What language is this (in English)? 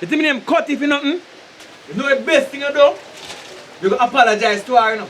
Jamaican Creole English